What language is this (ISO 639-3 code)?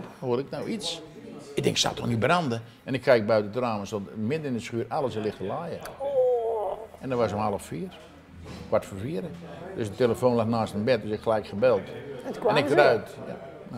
nld